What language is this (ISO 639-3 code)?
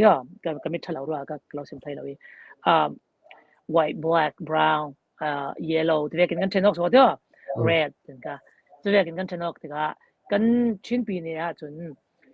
cfm